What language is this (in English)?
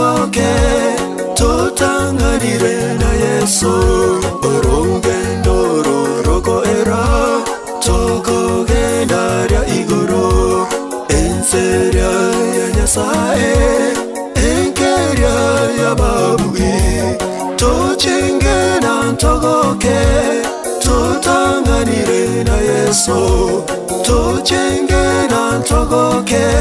Gusii